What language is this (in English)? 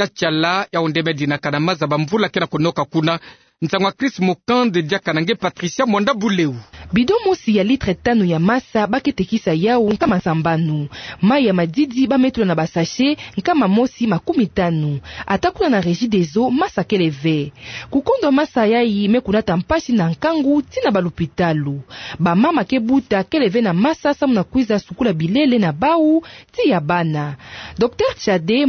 Kituba (Democratic Republic of Congo)